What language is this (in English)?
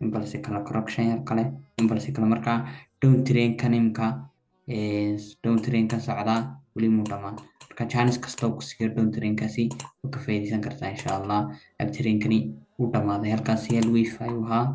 Somali